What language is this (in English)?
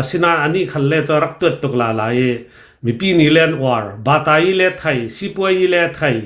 Hakha Chin